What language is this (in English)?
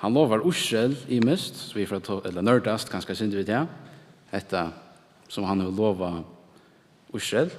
Faroese